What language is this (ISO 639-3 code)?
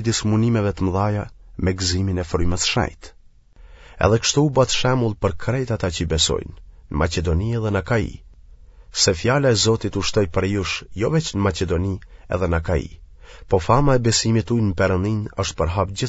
sqi